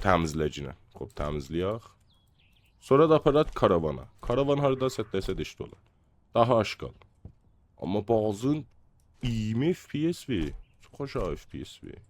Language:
South Azerbaijani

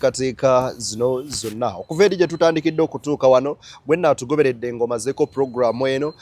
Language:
Ganda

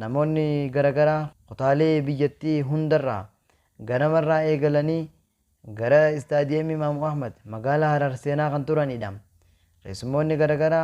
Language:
Oromo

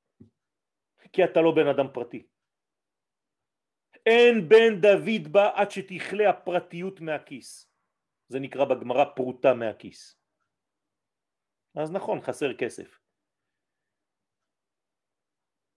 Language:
Hebrew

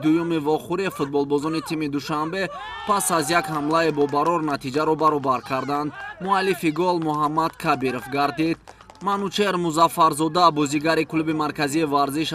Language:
Tajik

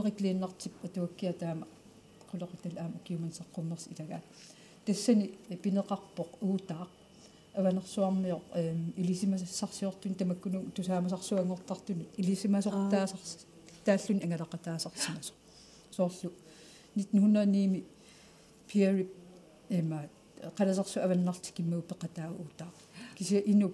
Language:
Kalaallisut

